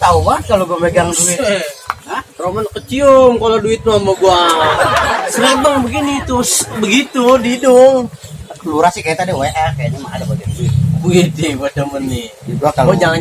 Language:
Betawi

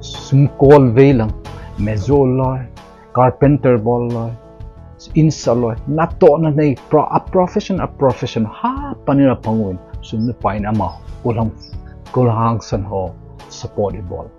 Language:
Thado Chin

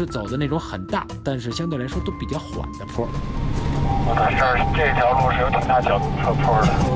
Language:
Chinese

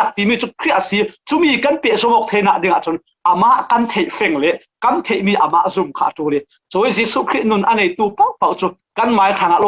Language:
Falam Chin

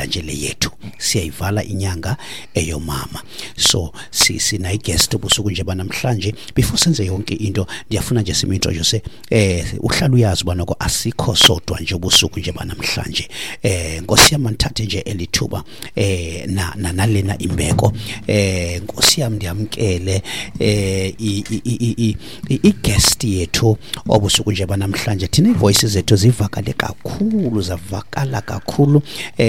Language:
Xhosa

